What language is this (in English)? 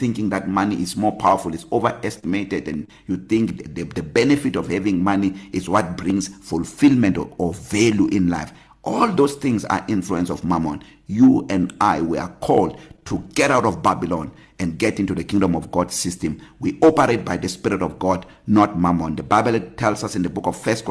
English